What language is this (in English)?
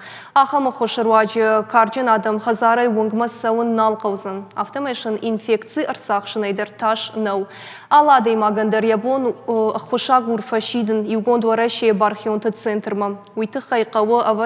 Ossetic